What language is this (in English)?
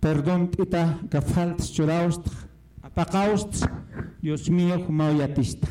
Aymara